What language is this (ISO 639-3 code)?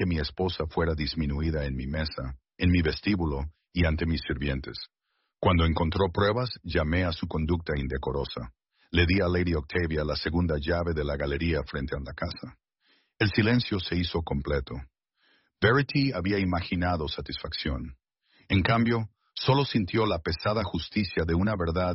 spa